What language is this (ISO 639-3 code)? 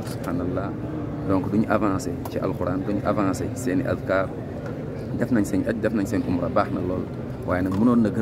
wol